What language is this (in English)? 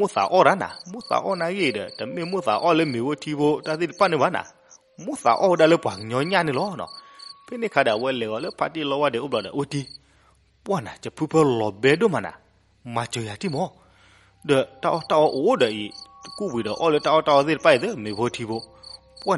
S'gaw Karen